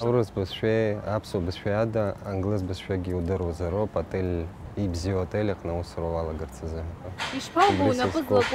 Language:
Abkhazian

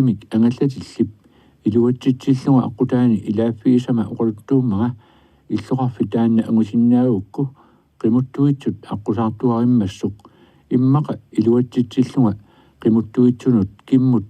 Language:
Kalaallisut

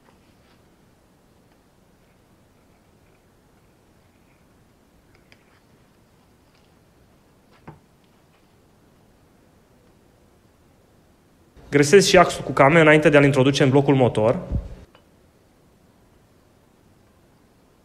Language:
Romanian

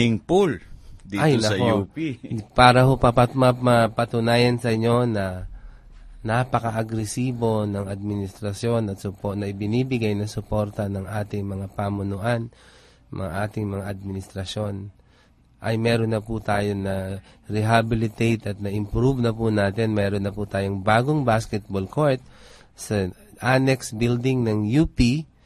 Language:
Filipino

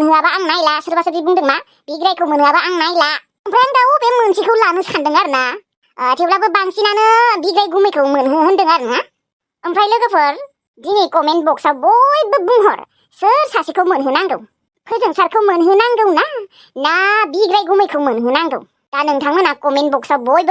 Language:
Bodo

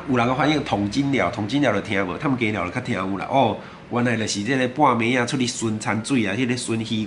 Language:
Min Nan Chinese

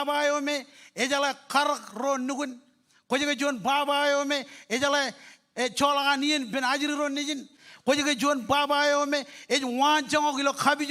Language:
Marshallese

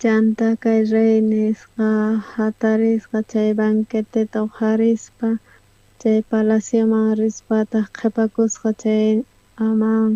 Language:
South Bolivian Quechua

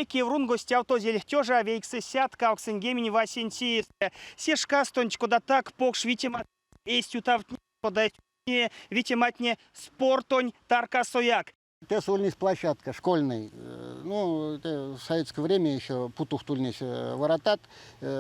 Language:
Erzya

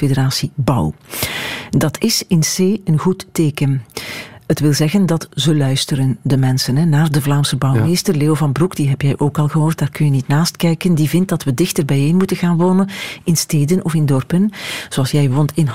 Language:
Dutch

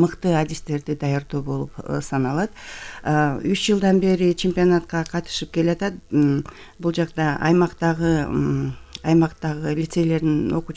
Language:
Kyrgyz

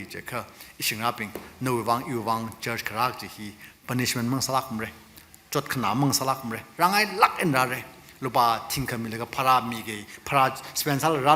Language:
Tangkhul Naga (India)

